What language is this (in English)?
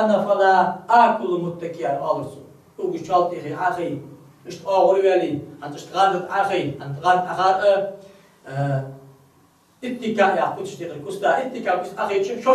Ingush